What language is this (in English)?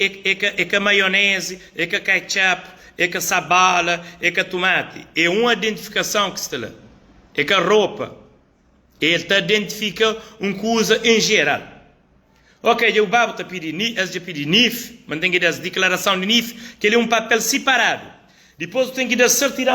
Kabuverdianu